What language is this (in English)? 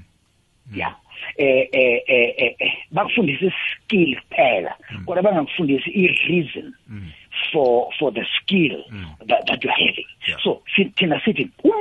South Ndebele